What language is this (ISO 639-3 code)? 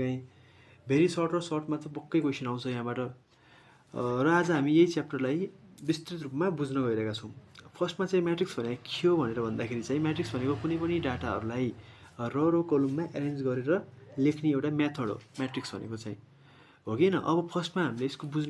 nep